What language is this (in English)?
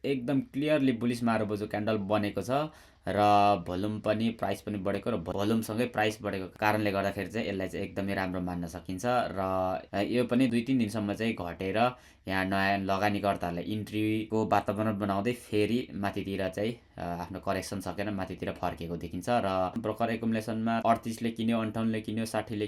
Nepali